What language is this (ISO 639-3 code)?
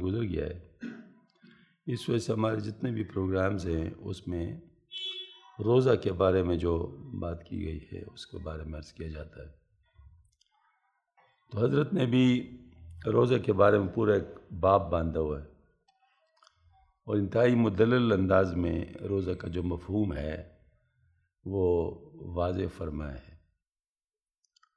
urd